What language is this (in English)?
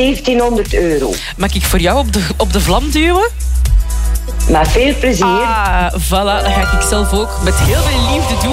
Dutch